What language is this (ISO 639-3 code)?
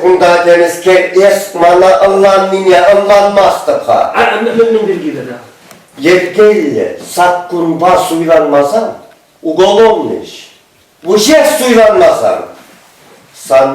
chv